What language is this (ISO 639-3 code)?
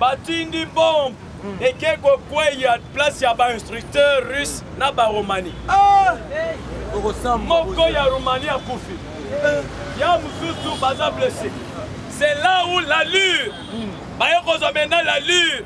lin